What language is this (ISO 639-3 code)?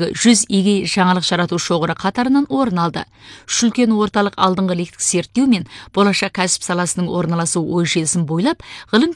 kaz